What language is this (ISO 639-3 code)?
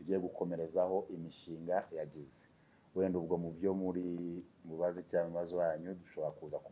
kin